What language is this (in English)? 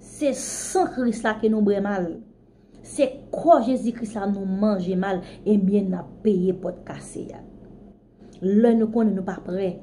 Haitian Creole